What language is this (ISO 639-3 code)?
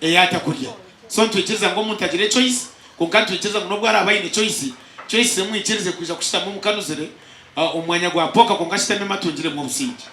nyn